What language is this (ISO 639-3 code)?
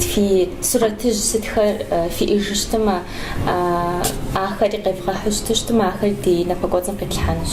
kbd